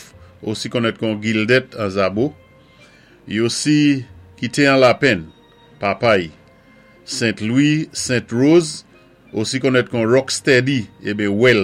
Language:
Saint Lucian Creole French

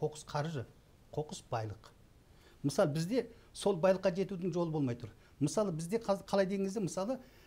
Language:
Kazakh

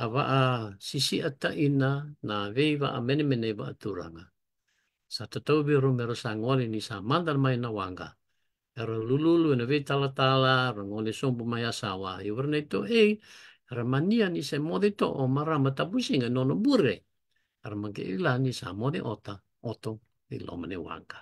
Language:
Fijian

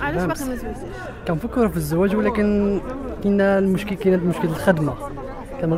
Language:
Moroccan Arabic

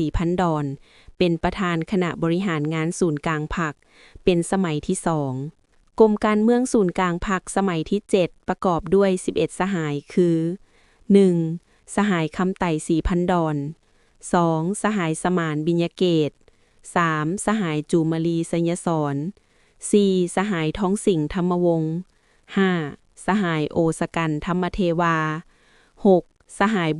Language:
Lao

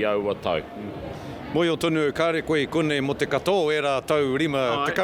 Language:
Māori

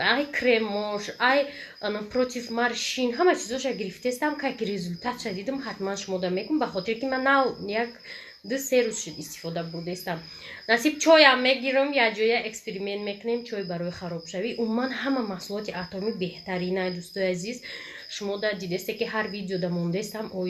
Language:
Tajik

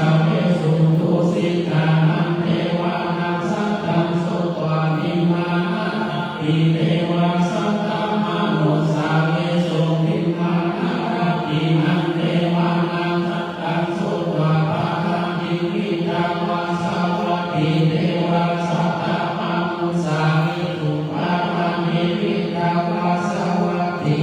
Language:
Pali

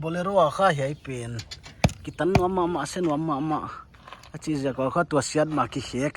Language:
Paite Chin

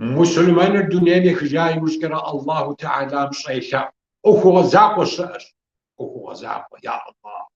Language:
Kabardian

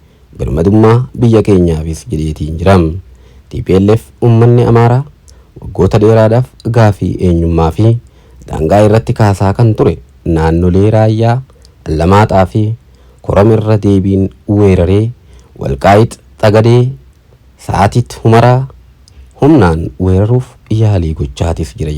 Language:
Oromo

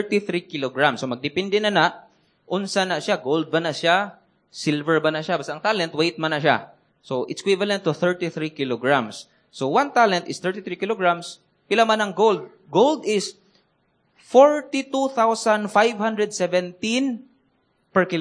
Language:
Cebuano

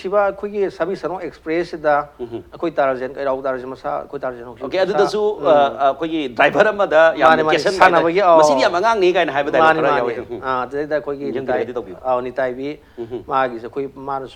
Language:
Manipuri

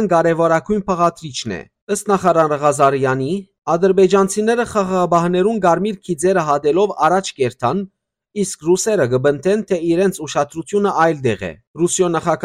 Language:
Western Armenian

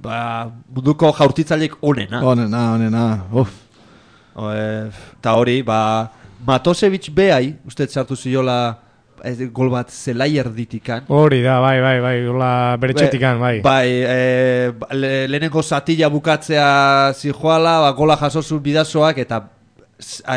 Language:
Basque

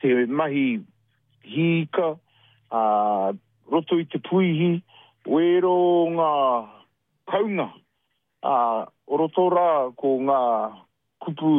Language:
Māori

